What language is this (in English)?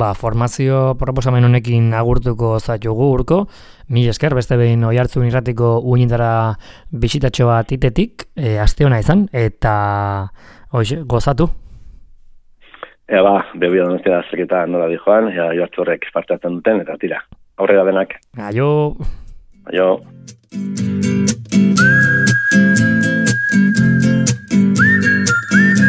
Basque